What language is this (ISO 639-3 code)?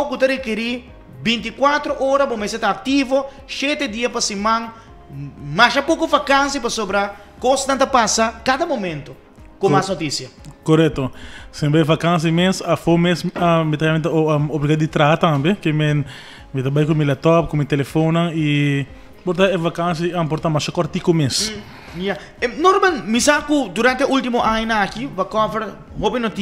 pap